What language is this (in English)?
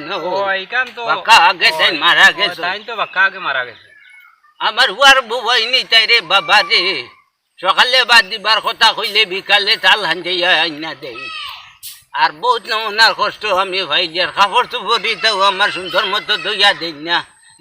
Sylheti